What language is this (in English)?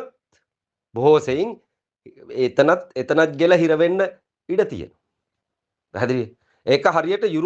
Sinhala